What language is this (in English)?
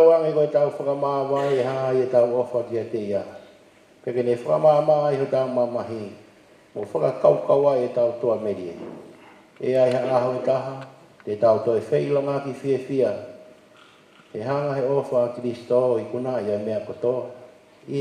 Tongan